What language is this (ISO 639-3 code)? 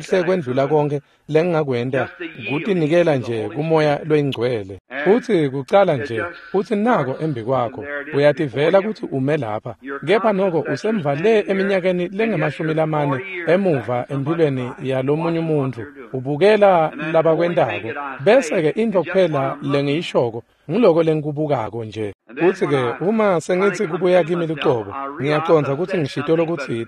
ssw